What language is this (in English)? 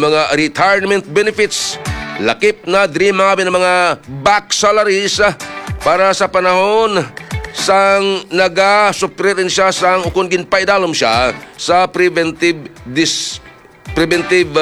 Hiligaynon